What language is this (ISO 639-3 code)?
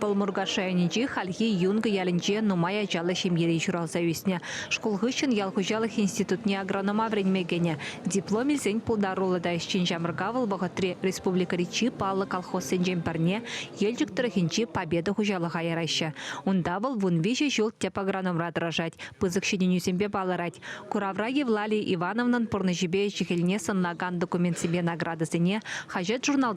chv